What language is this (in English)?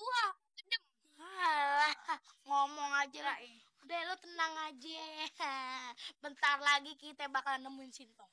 Betawi